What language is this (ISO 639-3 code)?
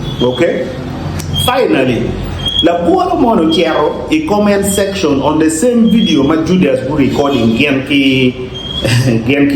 ach